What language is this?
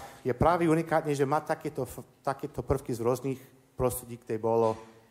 Slovak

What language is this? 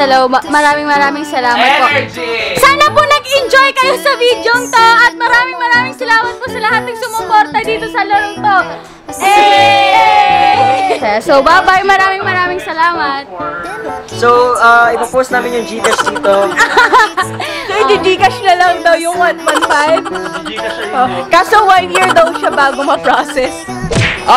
Filipino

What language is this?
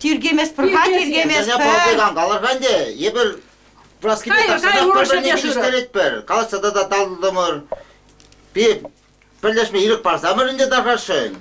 Chuvash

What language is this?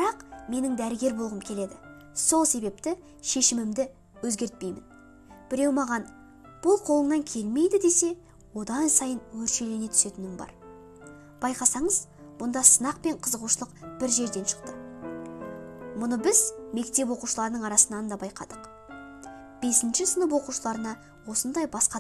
Kazakh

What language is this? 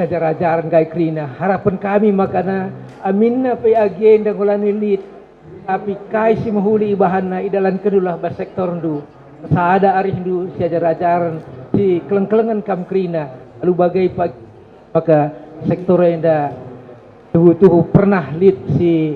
Batak Karo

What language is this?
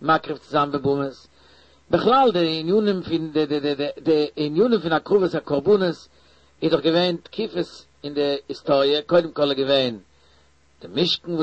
Yiddish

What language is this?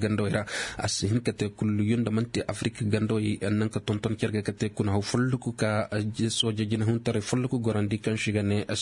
Zarma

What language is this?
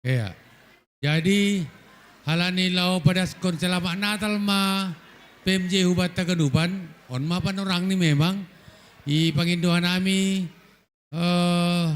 Batak Simalungun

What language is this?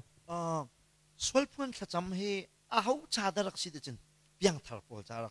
Hakha Chin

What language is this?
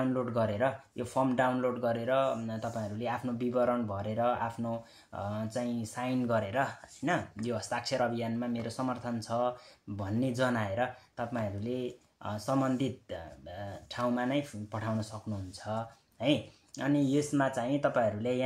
Nepali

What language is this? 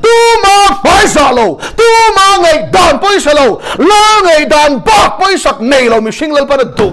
Mizo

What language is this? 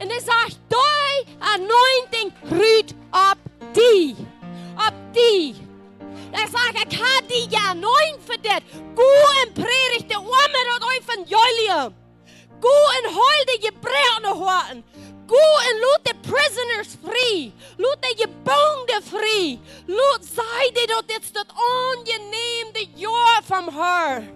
Plautdietsch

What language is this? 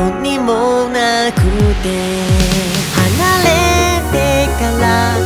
Japanese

